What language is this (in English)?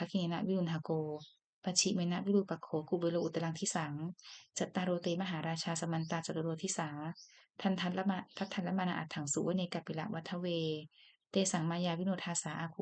Pali